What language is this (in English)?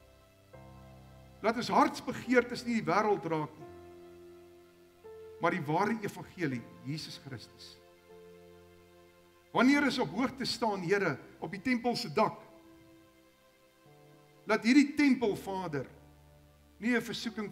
Afrikaans